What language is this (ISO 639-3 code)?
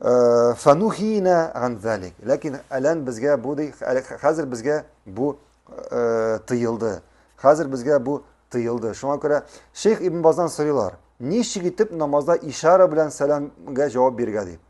tat